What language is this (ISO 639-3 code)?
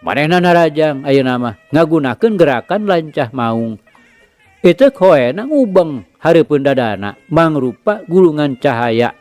sun